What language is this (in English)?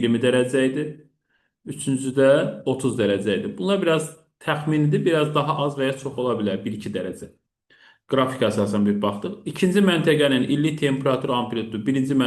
Azerbaijani